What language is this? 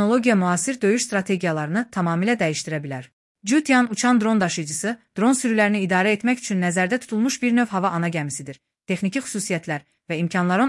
Azerbaijani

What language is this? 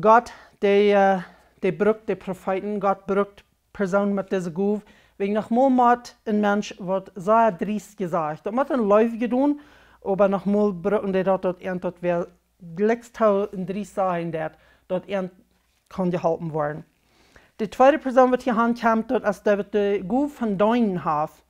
Plautdietsch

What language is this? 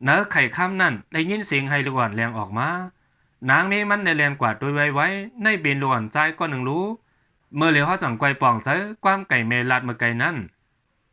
Shan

